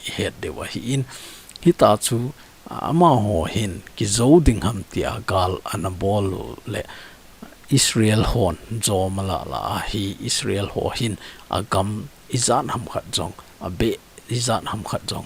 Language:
Thado Chin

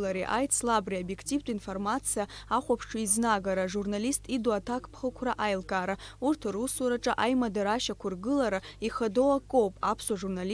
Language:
Abkhazian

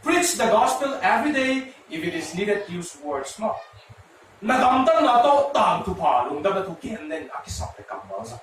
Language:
Tedim Chin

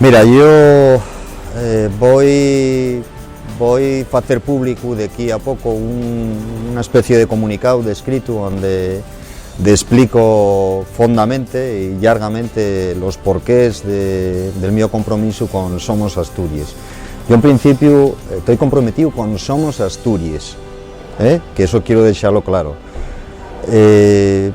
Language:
Asturian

